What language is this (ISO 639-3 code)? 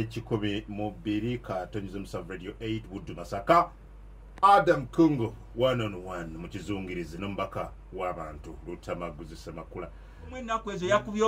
lug